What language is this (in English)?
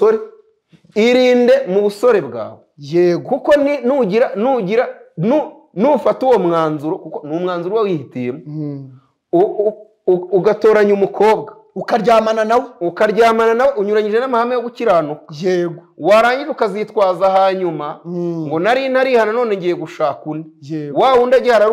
Kinyarwanda